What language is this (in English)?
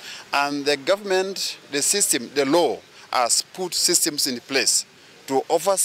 Kamba